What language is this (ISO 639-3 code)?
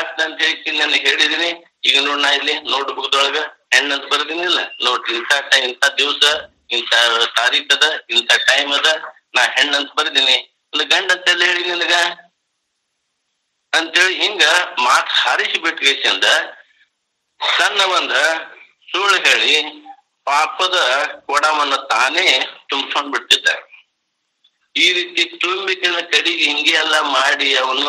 kan